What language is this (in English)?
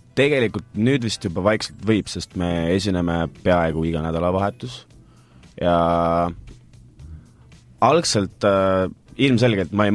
Estonian